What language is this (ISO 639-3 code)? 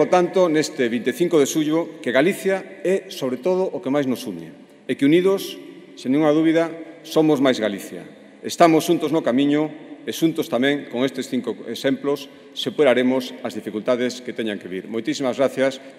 glg